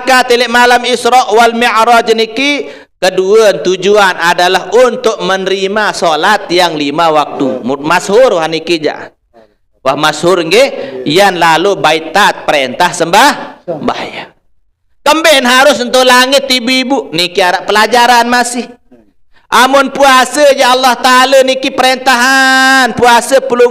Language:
Sasak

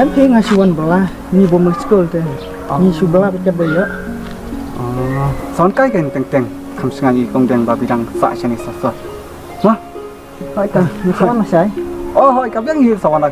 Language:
Khasi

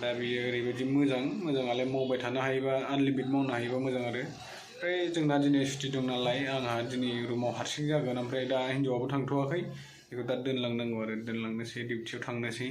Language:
Bodo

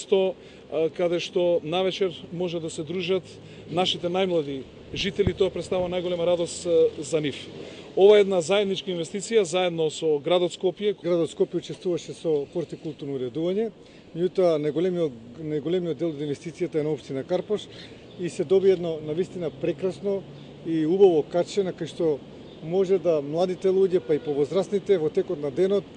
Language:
Macedonian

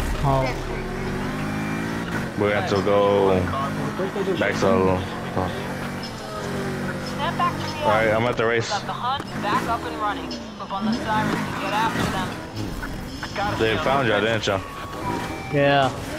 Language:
English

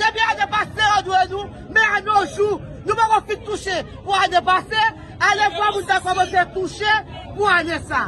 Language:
Haitian Creole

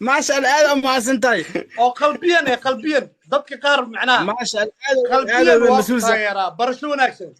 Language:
Somali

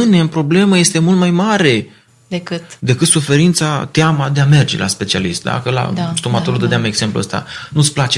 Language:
Romanian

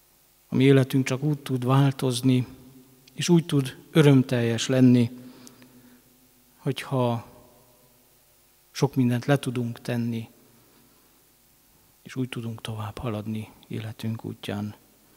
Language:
Hungarian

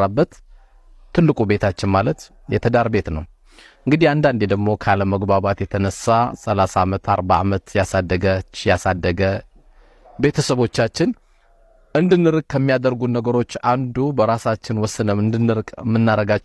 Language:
Amharic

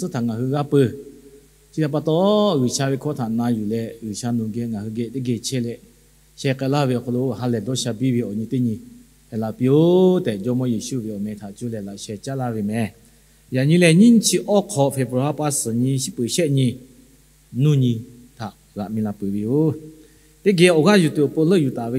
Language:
Lahu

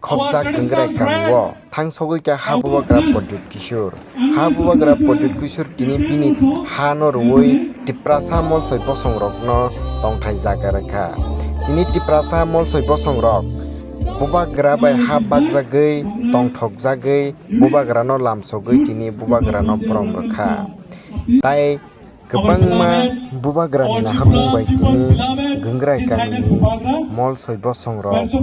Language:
Kok Borok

